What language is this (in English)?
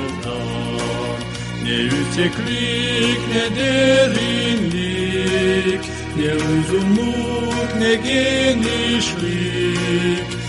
Gagauz